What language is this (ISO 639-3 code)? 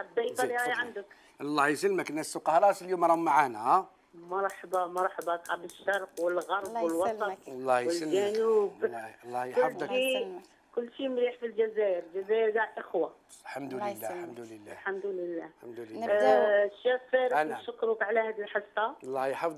arq